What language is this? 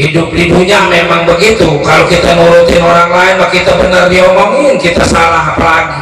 Betawi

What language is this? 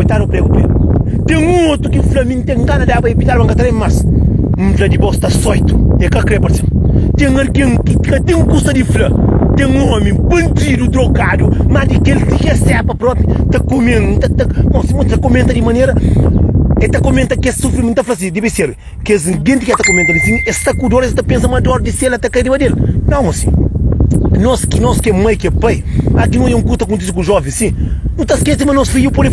Kabuverdianu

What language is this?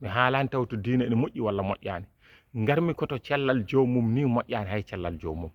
Fula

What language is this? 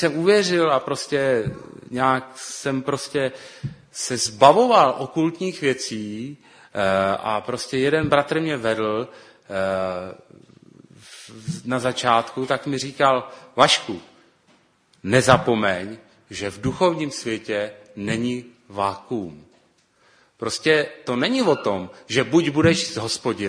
Czech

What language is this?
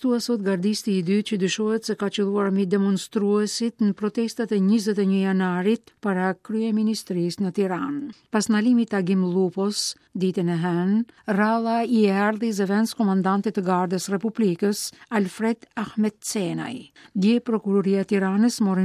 Albanian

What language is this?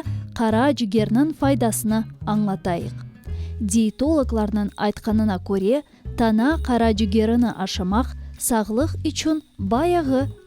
Crimean Tatar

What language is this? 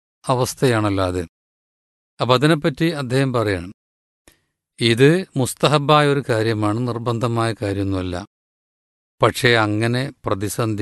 Malayalam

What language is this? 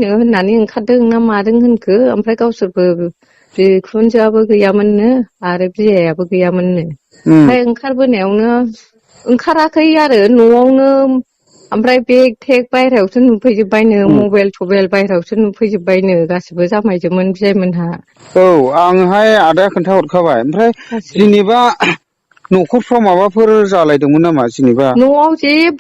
Bodo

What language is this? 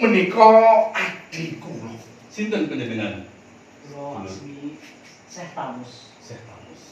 Javanese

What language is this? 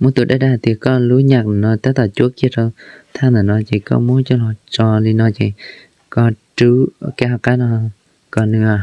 Hmong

